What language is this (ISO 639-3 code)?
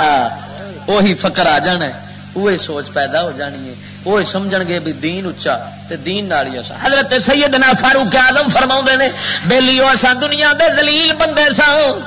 lah